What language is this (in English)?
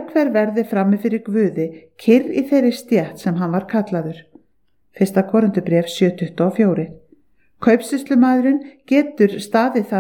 Icelandic